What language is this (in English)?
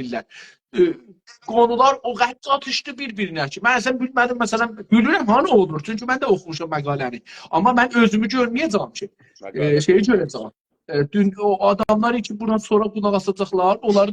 South Azerbaijani